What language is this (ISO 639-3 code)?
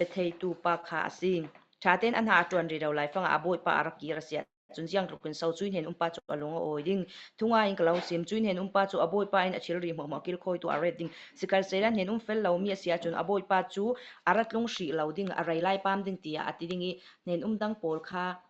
cfm